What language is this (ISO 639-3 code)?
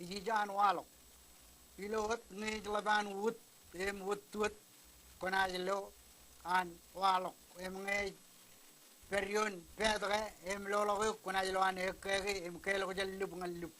mah